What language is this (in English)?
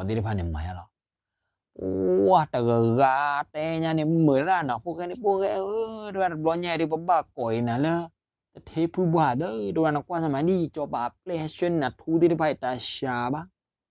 S'gaw Karen